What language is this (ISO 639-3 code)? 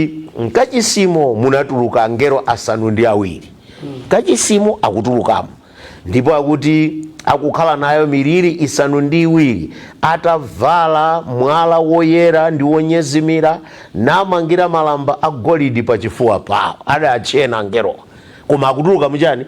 nya